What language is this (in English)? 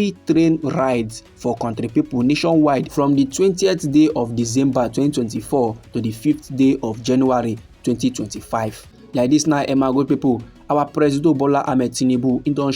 Nigerian Pidgin